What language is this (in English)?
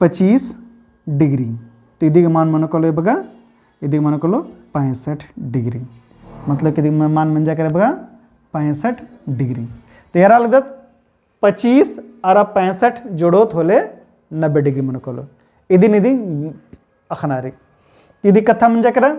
Kurukh